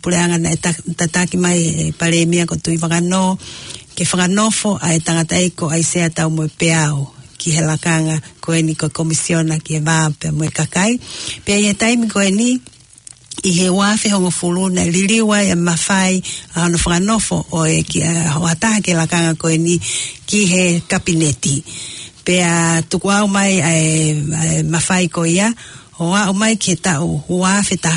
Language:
Tongan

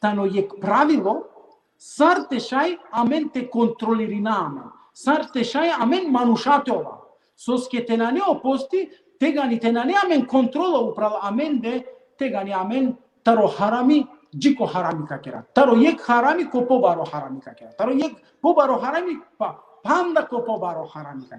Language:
Balkan Romani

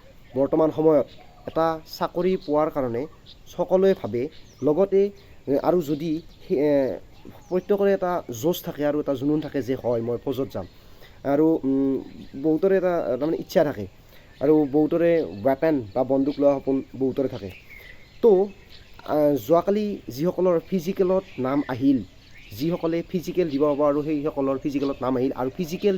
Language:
Assamese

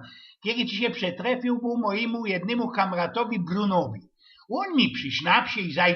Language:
Silesian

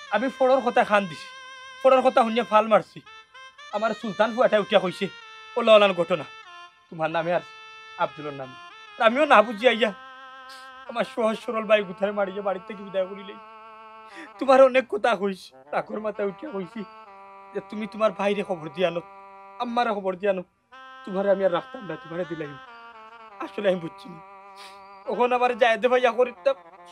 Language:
Sylheti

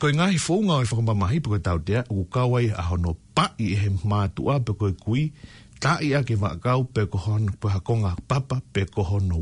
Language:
Tongan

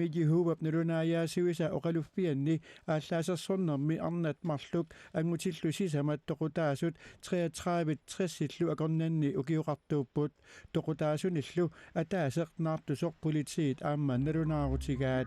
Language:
Kalaallisut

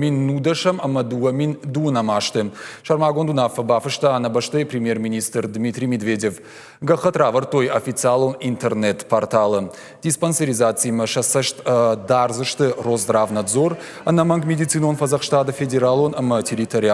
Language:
Ossetic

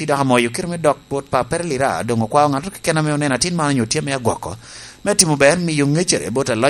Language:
Lango (Uganda)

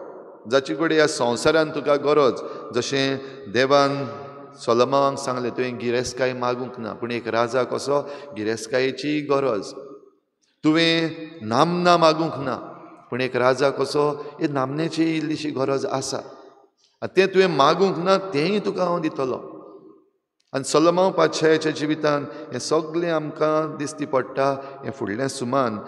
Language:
Konkani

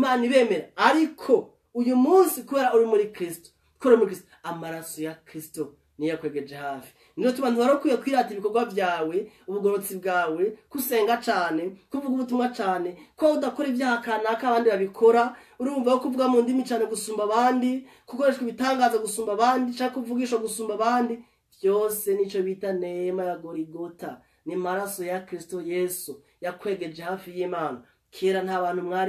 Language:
Rundi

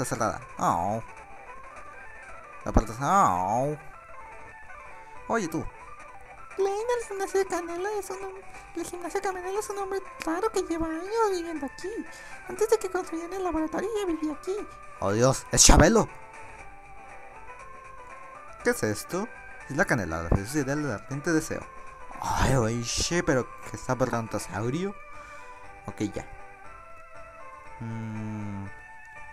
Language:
Spanish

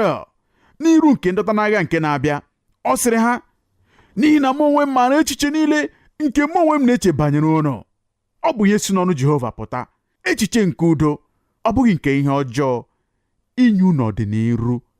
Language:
Igbo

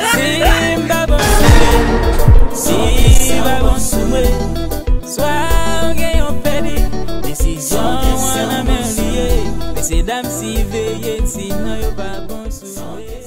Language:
Haitian Creole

